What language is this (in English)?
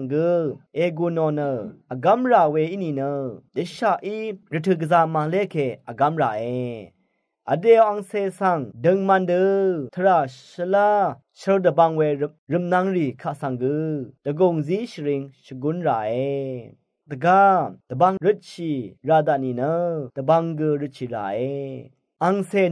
Rawang